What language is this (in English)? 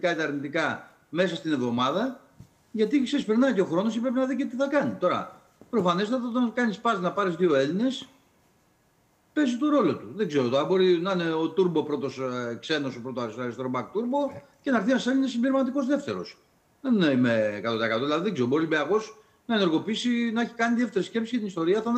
Greek